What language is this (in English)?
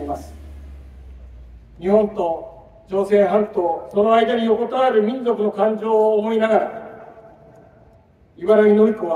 Japanese